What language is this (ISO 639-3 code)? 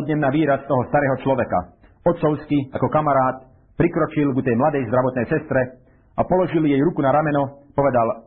slk